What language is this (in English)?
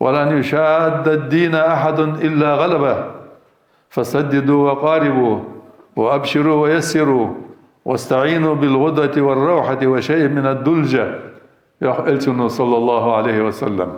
Ingush